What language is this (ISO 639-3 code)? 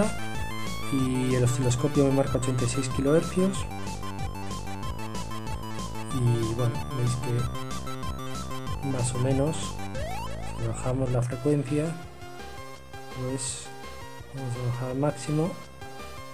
spa